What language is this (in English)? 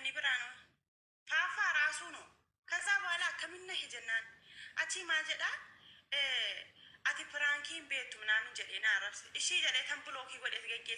Oromo